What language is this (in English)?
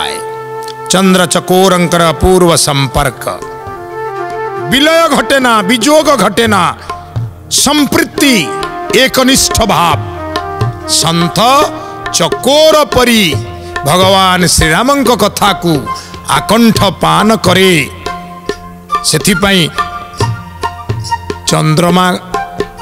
Odia